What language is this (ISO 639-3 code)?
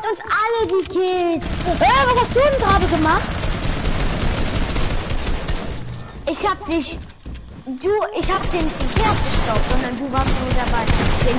deu